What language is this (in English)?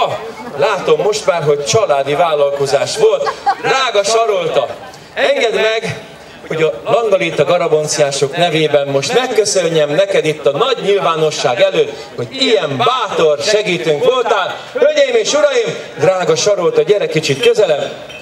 Hungarian